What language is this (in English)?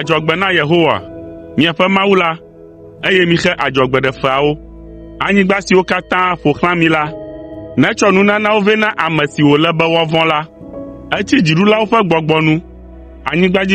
Ewe